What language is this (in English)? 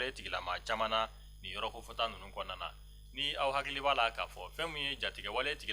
Bambara